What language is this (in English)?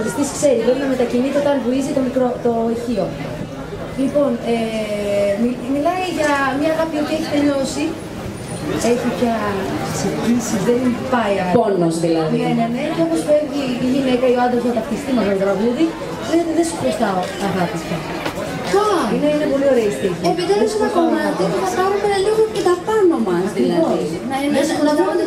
Greek